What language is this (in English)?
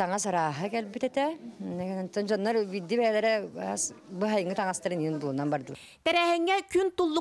Yakut